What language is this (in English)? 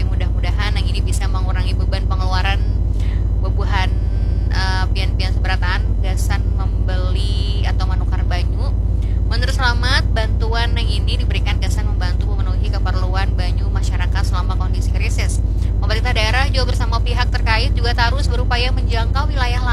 Banjar